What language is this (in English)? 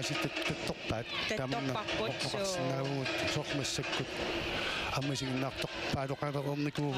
Kalaallisut